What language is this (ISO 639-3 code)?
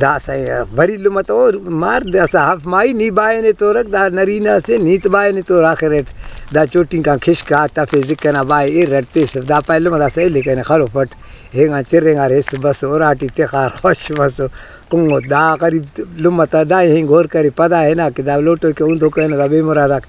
brh